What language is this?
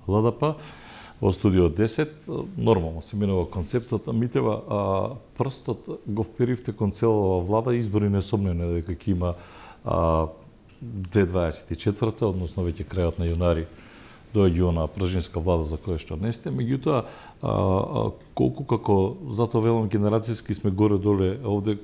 Macedonian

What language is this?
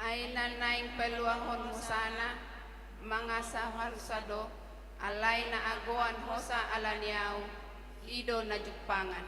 Batak Toba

